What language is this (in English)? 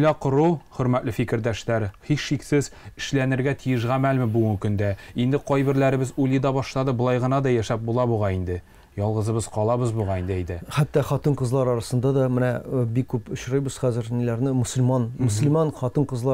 Tatar